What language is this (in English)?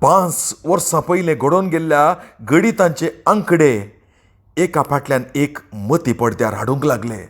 Konkani